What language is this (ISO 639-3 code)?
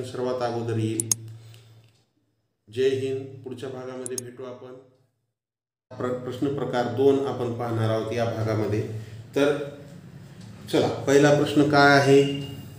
mar